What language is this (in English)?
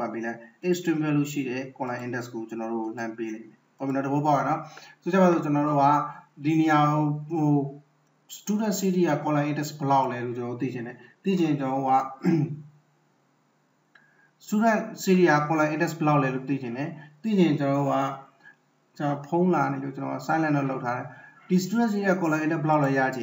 Burmese